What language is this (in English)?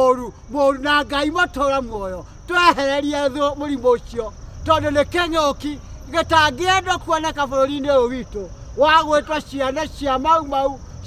Kikuyu